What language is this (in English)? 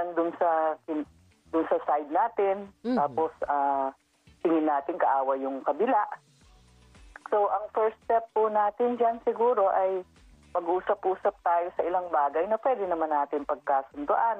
Filipino